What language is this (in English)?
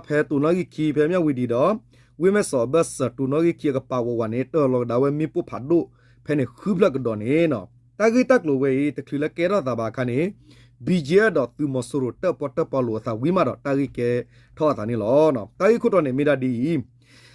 S'gaw Karen